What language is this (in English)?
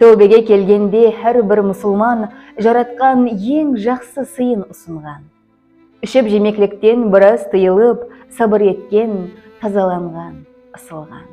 Kara-Kalpak